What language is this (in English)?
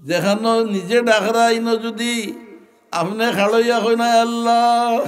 Sylheti